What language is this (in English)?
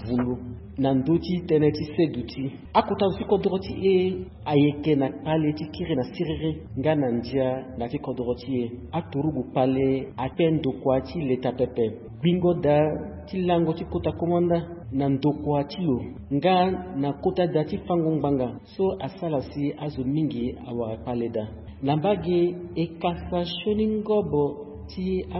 Sango